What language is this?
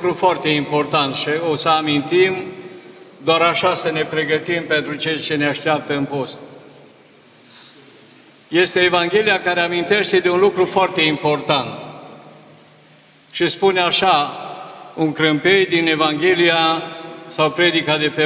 Romanian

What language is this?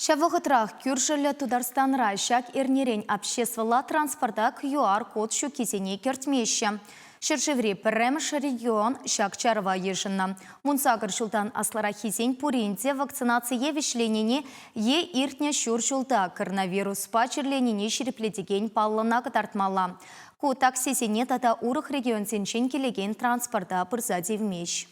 Chuvash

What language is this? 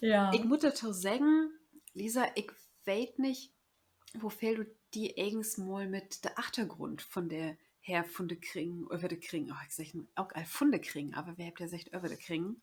Low German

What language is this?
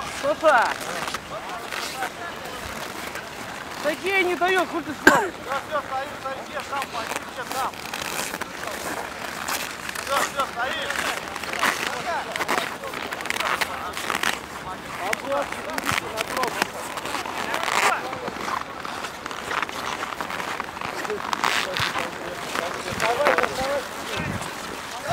Russian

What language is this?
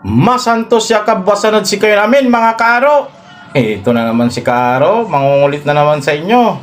Pangasinan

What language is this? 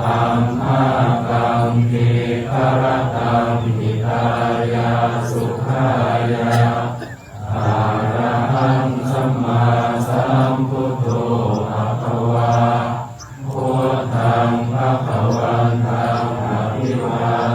Pali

